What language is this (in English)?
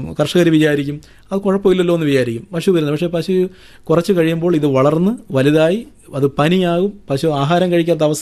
Malayalam